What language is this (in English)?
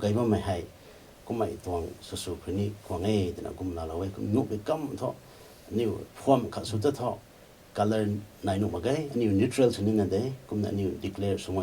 Rongmei Naga